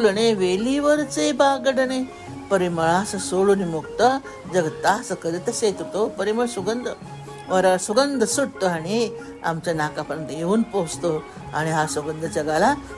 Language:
Marathi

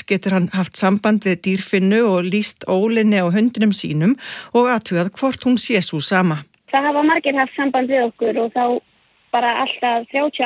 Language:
Icelandic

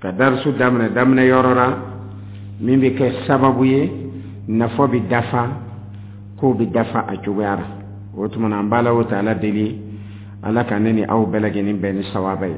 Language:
Dyula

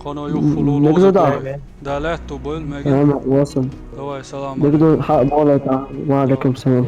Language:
Chechen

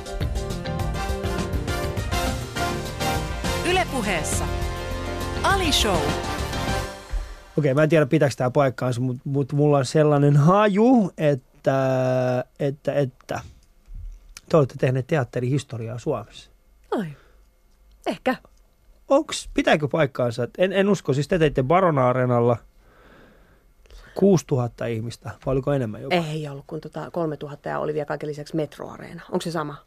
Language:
Finnish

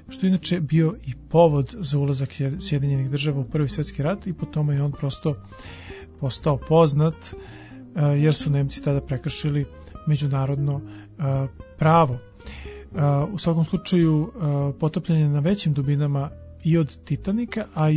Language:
Serbian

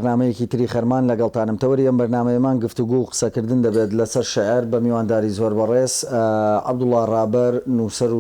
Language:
Central Kurdish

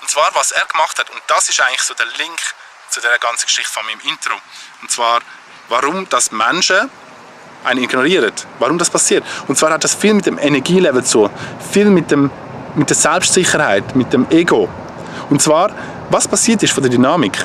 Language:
Swiss German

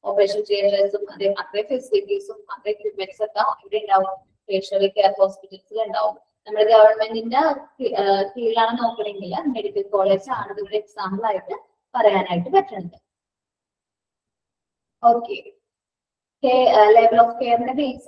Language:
Malayalam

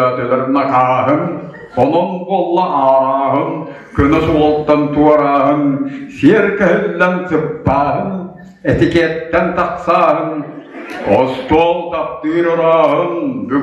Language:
Yakut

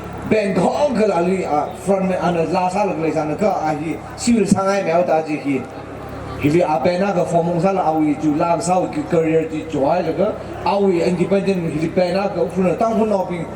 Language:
Tangkhul Naga (India)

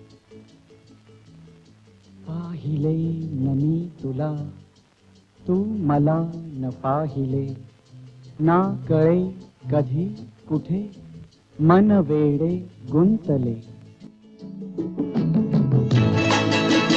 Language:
Marathi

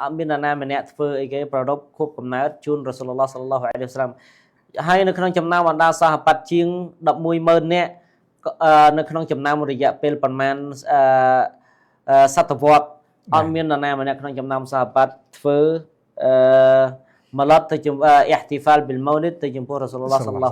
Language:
Khmer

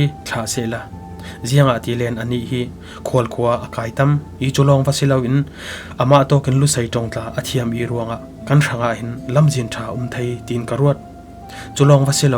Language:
Falam Chin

